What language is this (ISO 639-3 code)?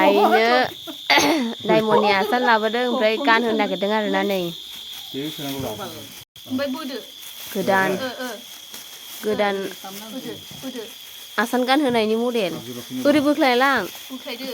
brx